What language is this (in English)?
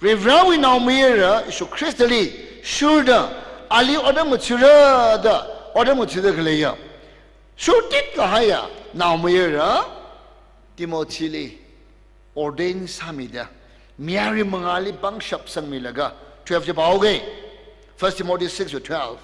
Tangkhul Naga (India)